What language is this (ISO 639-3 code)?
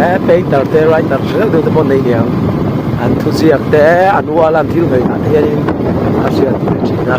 lus